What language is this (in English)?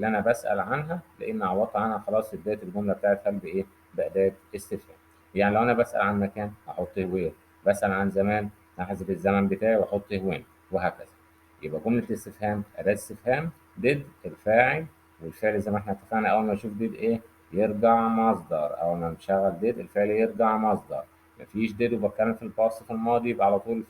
Egyptian Arabic